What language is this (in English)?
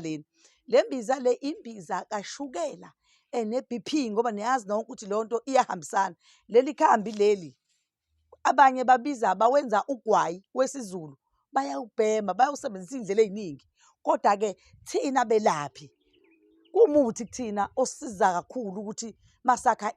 Zulu